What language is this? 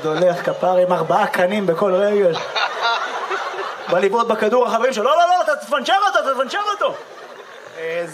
Hebrew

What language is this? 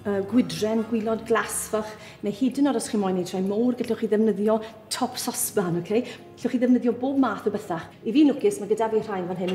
Welsh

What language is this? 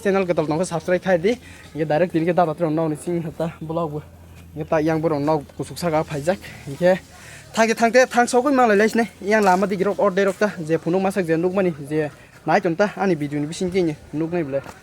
Kok Borok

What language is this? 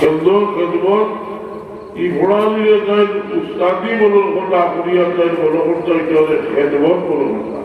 Sylheti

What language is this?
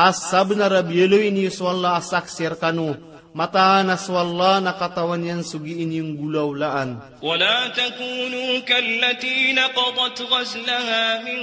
Maranao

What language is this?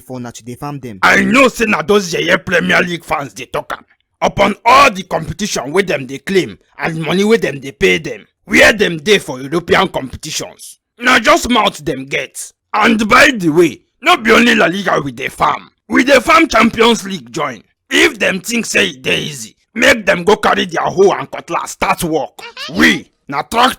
Nigerian Pidgin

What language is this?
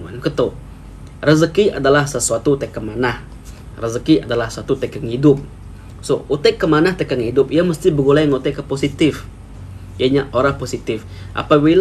Iban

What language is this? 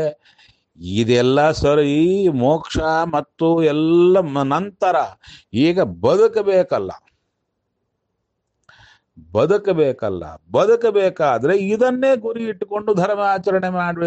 Kannada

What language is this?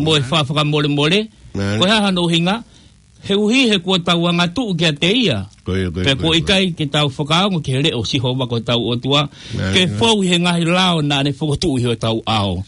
Tongan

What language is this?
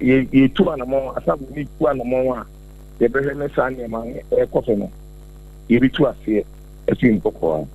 Akan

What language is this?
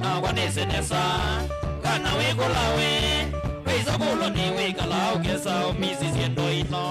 Kamba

